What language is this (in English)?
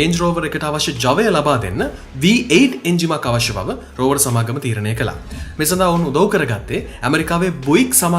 Sinhala